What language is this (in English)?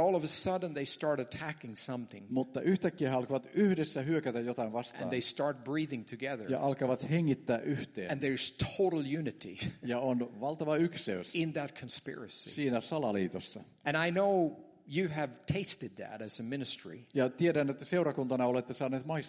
Finnish